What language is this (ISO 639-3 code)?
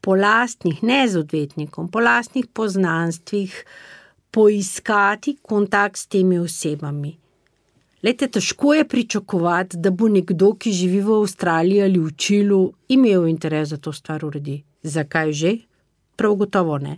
slv